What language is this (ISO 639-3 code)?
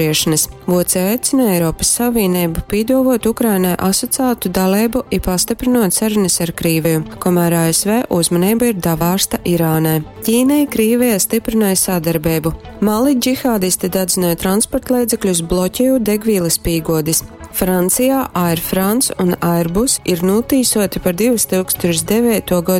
ltg